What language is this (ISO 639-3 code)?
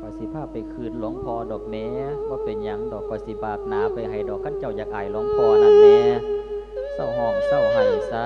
lao